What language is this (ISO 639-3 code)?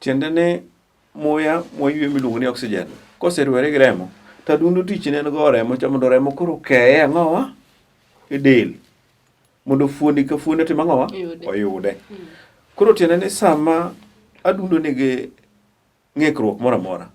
luo